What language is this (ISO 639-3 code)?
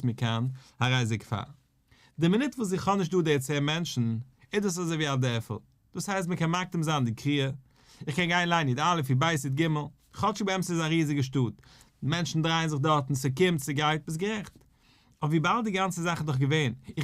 yid